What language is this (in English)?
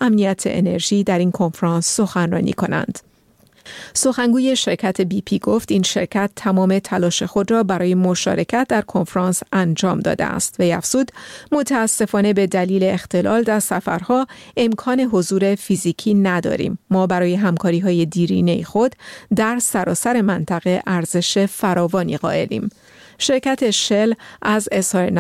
Persian